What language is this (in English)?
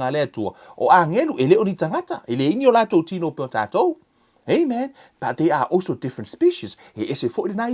Samoan